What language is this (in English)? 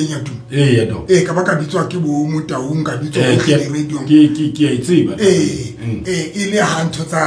Southern Sotho